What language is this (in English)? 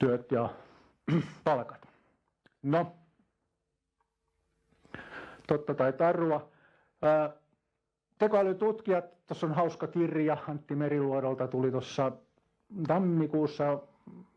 Finnish